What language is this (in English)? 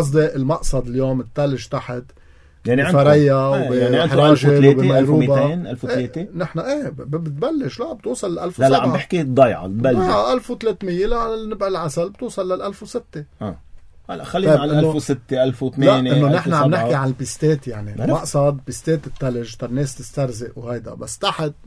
North Levantine Arabic